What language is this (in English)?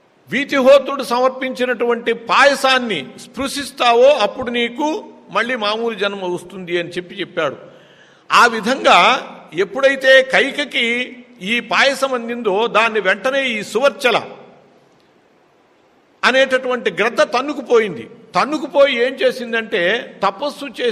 Telugu